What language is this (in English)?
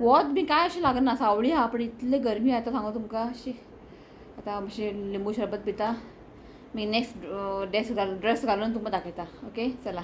Konkani